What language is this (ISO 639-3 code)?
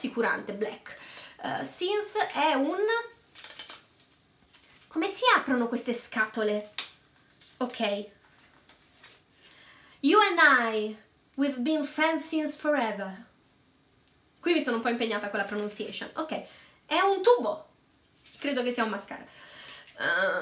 ita